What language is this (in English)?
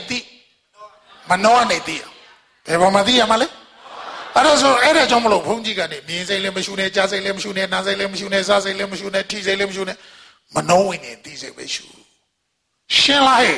Burmese